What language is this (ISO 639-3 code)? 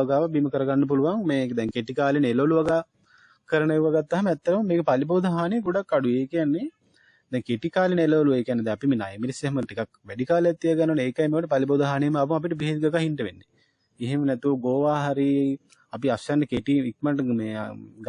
sin